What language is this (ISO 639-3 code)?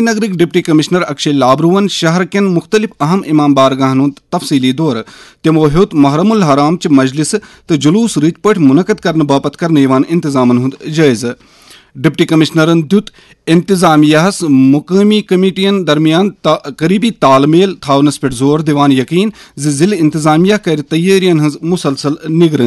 kas